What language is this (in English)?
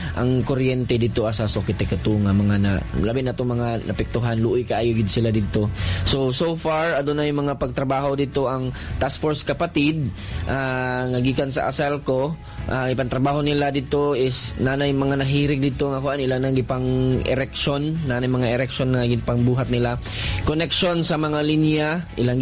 Cebuano